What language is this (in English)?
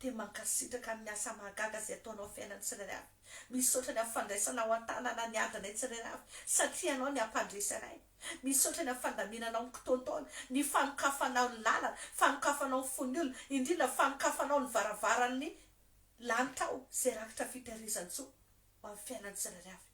Malagasy